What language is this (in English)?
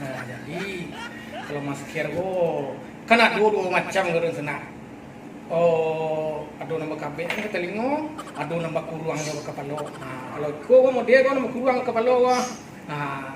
Minangkabau